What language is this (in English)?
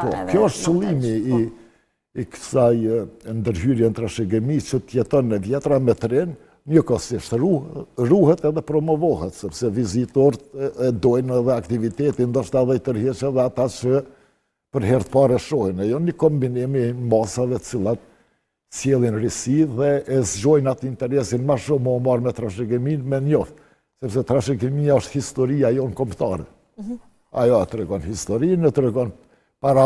Albanian